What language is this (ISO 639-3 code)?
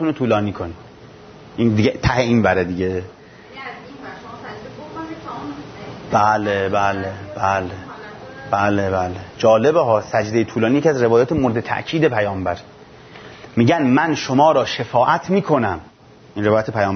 fas